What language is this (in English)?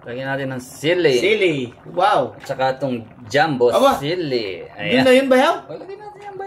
Filipino